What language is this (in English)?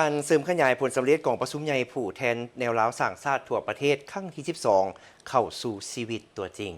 Lao